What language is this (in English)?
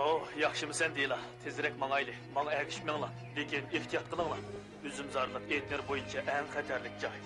Uyghur